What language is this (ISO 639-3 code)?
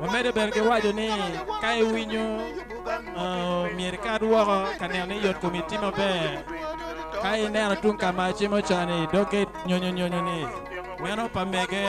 ach